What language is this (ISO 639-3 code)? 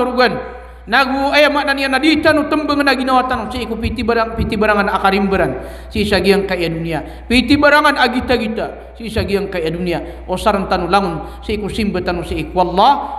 mrw